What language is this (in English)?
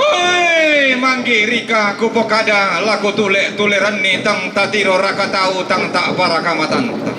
Toraja-Sa'dan